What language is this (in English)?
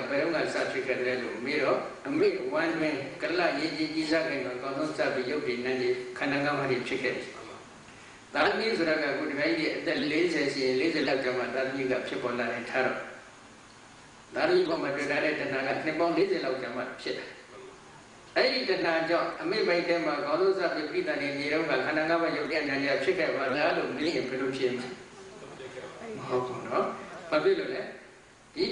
Burmese